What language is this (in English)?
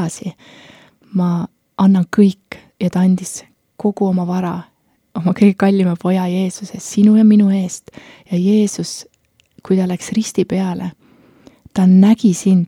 Estonian